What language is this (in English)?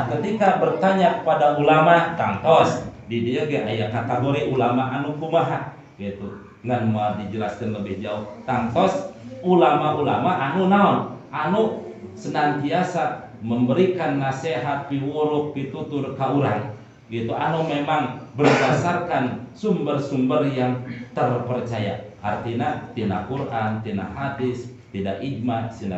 Sundanese